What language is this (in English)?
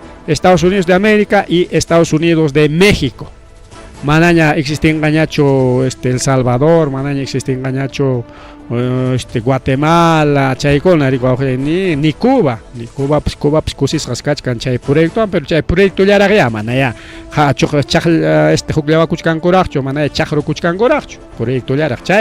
Ayacucho Quechua